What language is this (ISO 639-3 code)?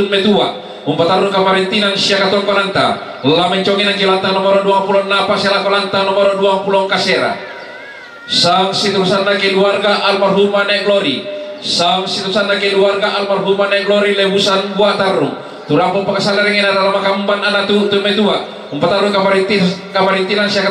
sda